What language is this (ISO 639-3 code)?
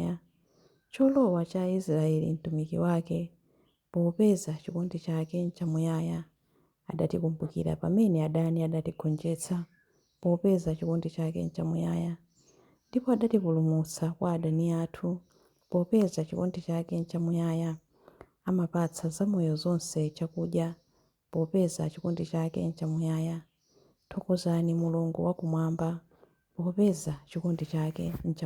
nya